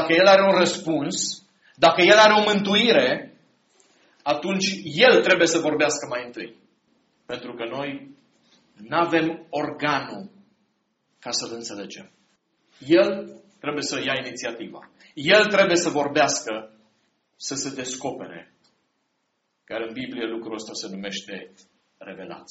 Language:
Romanian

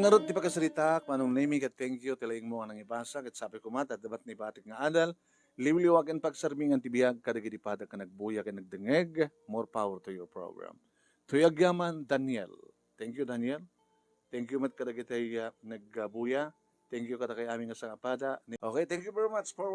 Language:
Iloko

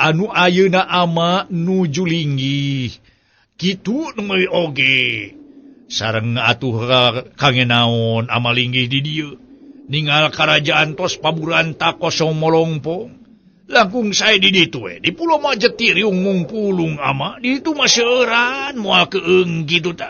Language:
Sundanese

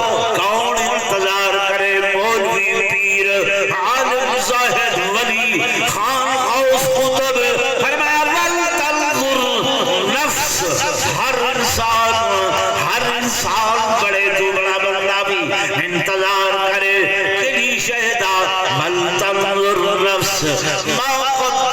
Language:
Saraiki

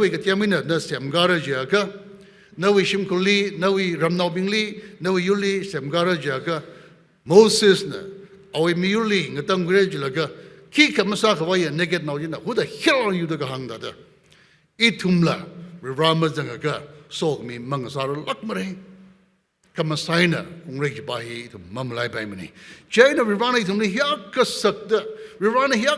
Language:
Tangkhul Naga (India)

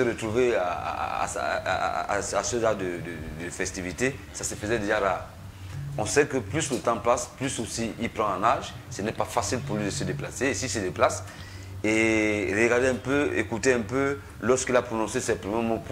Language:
French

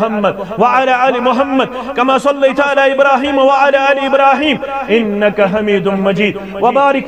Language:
Kashmiri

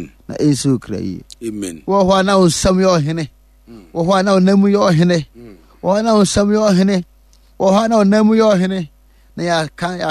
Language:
Akan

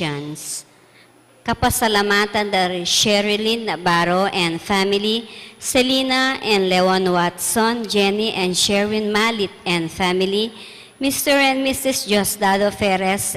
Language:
Pampanga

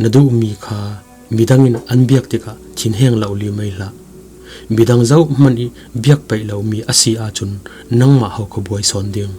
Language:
Falam Chin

